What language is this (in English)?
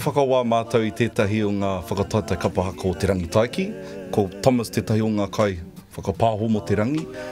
Māori